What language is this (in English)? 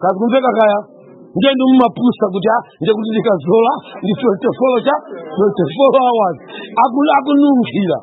Nyanja